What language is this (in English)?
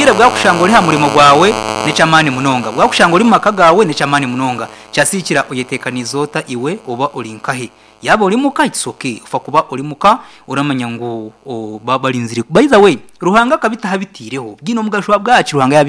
Nyankole